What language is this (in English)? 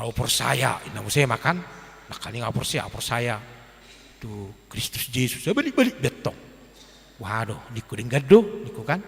Batak Toba